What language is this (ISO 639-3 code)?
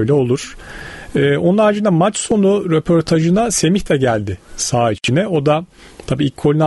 tur